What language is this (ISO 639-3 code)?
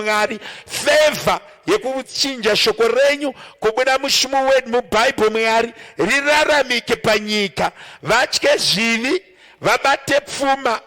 sna